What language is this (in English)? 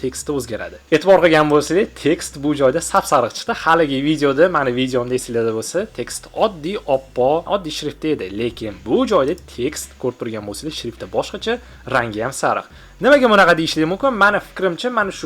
Uzbek